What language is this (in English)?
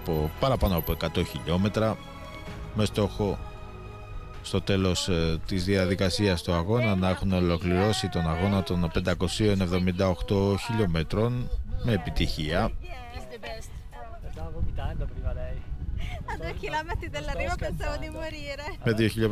Greek